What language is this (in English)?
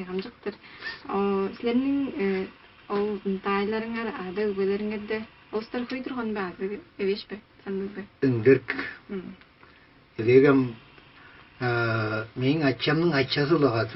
Tuvinian